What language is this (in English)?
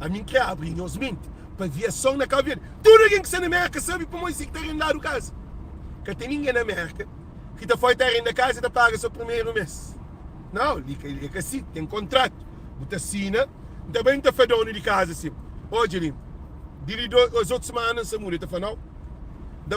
Kabuverdianu